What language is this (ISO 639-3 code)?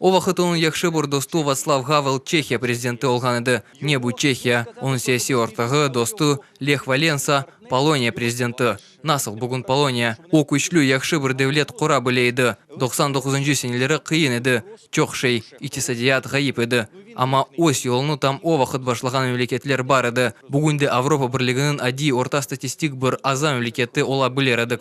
crh